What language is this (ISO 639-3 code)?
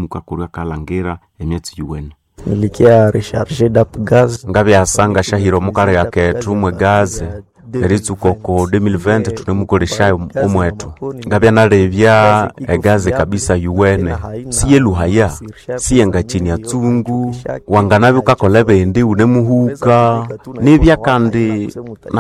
nnb